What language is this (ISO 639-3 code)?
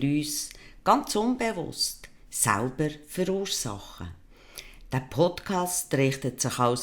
gsw